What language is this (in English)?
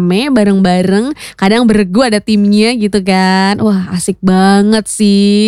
Indonesian